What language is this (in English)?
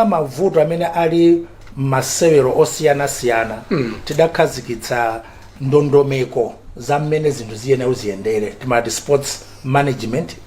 Nyanja